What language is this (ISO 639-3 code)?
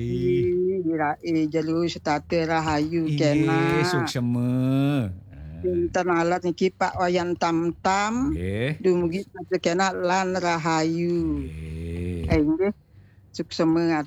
ban